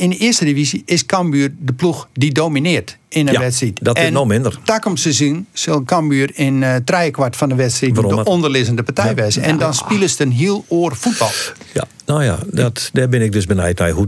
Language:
Western Frisian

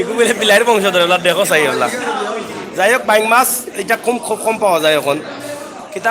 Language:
Sylheti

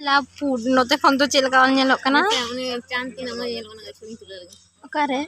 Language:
Santali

